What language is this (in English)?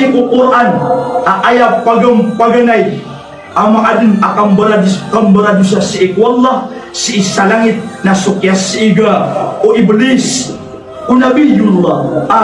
Maranao